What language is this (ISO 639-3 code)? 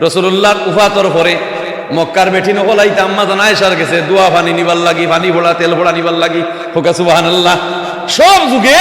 syl